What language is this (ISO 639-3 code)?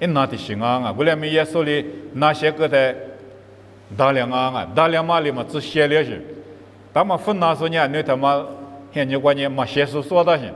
lis